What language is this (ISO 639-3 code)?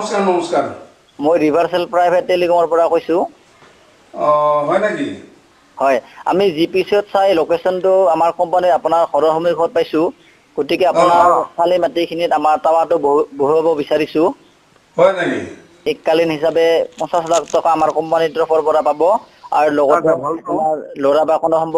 asm